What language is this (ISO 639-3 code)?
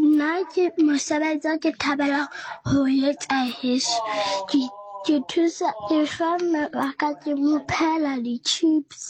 sot